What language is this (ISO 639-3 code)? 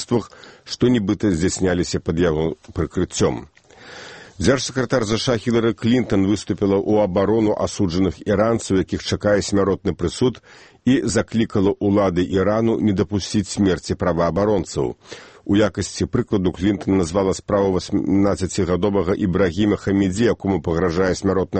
bel